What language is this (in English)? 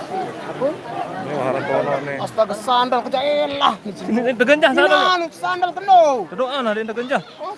Sasak